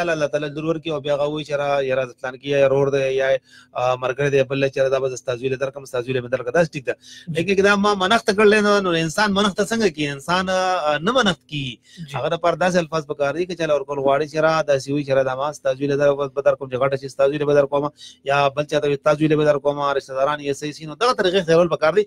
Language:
Pashto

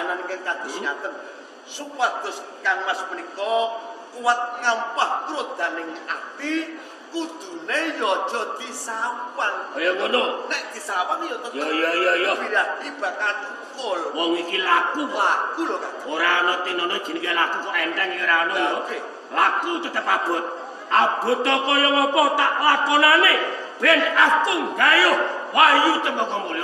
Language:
Javanese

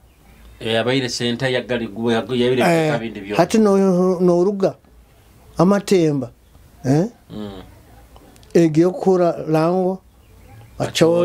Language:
Nyoro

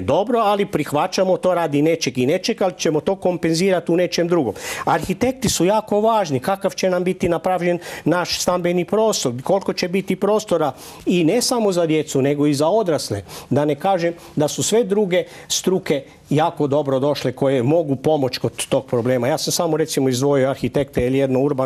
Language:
Croatian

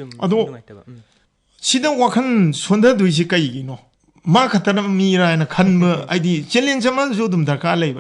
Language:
Manipuri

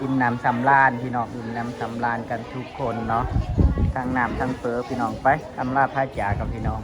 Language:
Northeastern Thai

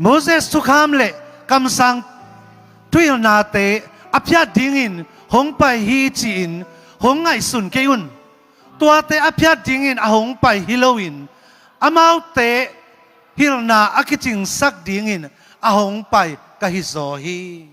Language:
Tedim Chin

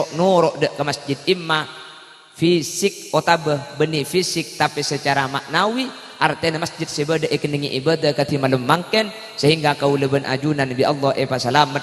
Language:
Madurese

